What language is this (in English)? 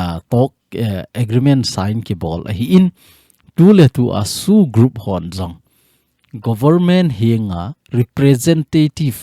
Thado Chin